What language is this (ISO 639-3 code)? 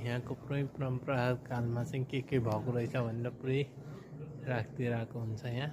nep